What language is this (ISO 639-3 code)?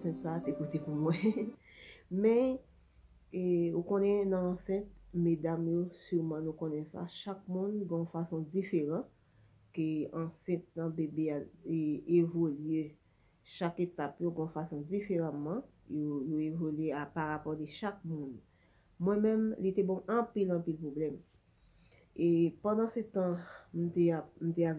hat